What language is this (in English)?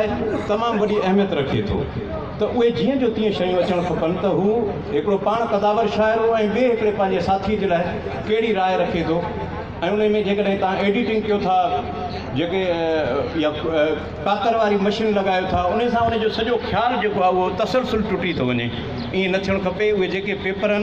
Sindhi